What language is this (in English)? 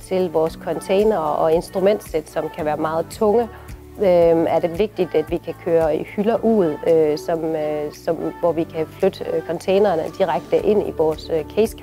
Danish